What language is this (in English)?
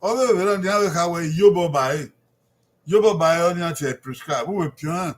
Bini